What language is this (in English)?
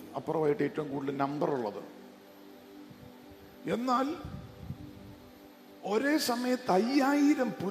Malayalam